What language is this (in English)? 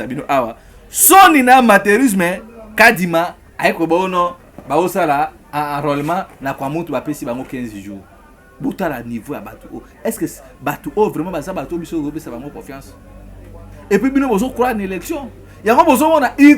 Lingala